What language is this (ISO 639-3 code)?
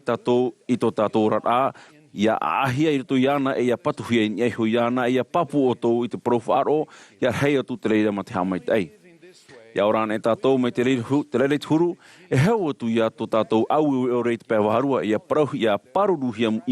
tah